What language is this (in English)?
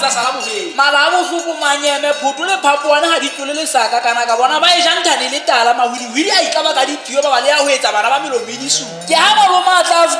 Southern Sotho